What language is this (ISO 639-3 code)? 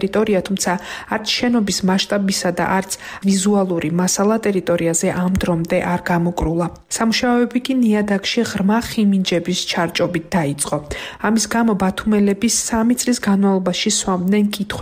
kat